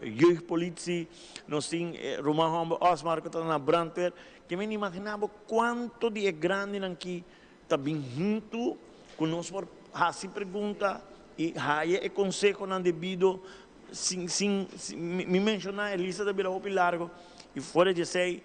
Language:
Papiamento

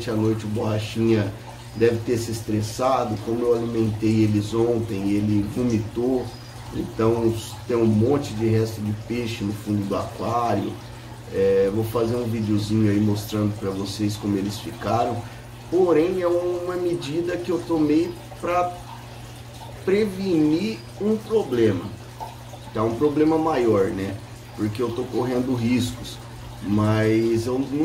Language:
Portuguese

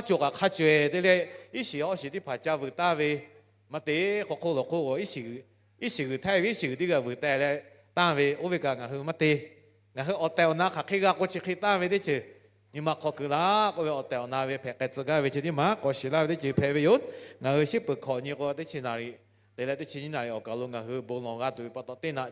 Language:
Lahu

